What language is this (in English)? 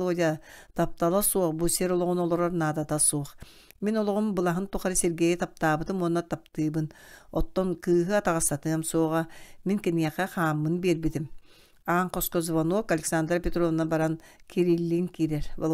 Yakut